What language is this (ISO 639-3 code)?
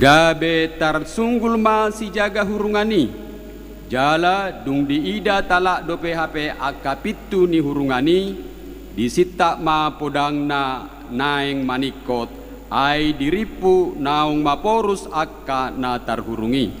bbc